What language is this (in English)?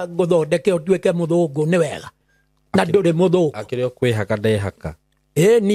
Kikuyu